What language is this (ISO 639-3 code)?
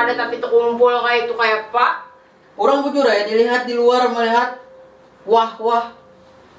bjn